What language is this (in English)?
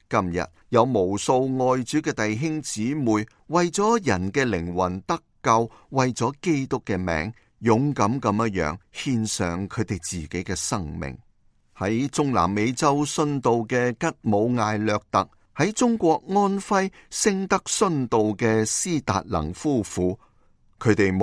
Cantonese